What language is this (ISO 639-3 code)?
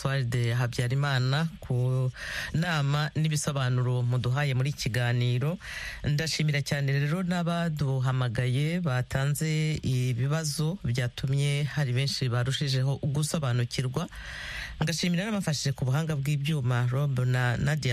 kin